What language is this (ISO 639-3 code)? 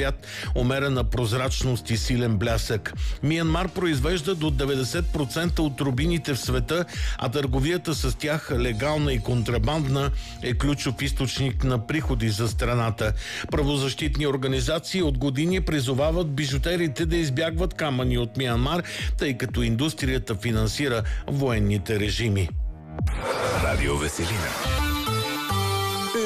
bul